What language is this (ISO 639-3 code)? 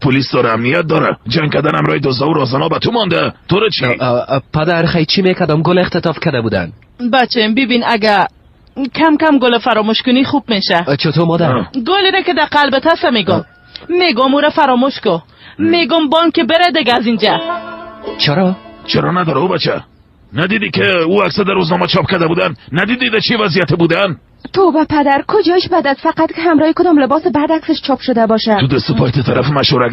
fas